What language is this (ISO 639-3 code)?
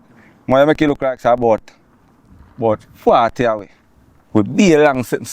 jam